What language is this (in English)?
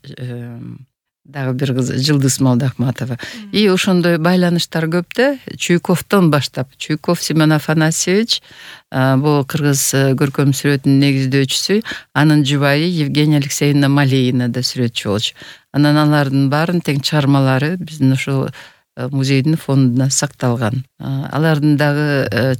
Kyrgyz